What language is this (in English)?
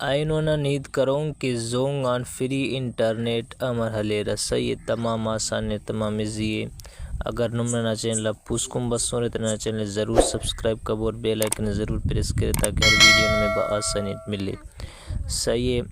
Brahui